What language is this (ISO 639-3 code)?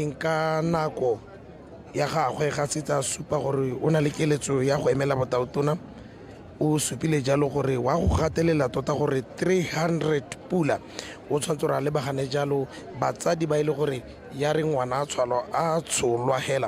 tsn